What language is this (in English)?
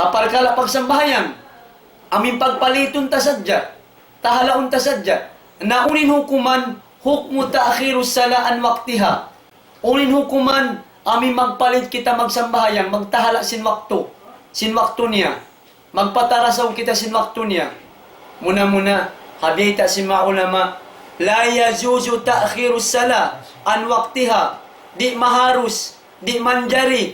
Tausug